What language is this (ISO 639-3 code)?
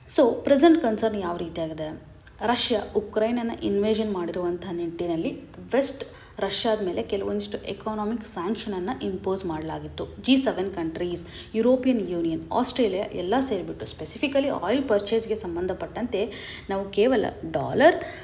kan